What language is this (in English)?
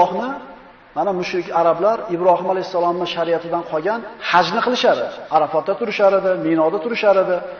Uzbek